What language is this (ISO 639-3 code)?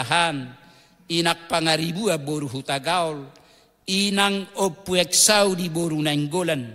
bbc